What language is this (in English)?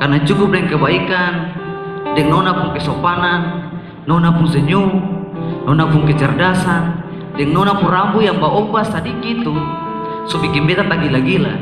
Ambonese Malay